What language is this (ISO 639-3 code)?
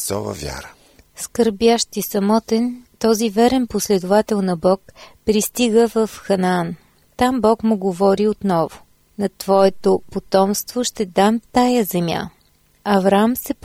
bul